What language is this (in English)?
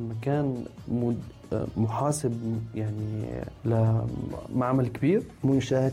North Levantine Arabic